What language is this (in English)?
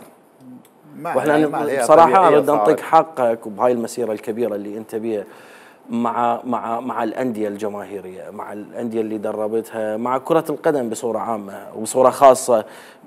Mesopotamian Arabic